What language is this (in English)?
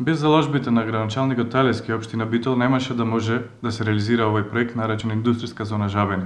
Macedonian